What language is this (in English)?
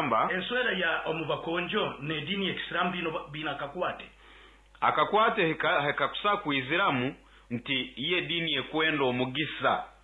Nyoro